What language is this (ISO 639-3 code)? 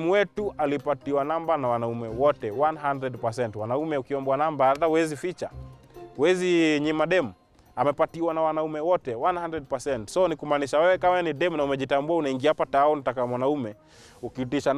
swa